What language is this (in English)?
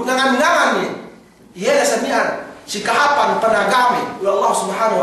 Yakan